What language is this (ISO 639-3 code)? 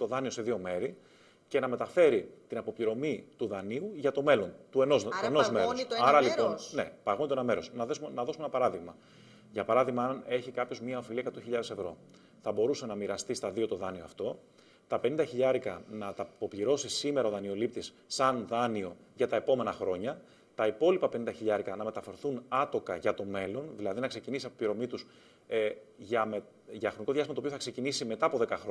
ell